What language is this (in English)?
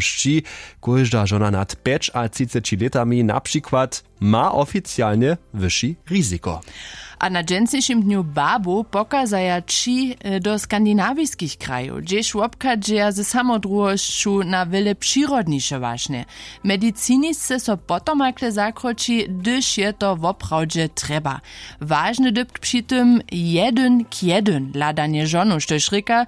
Upper Sorbian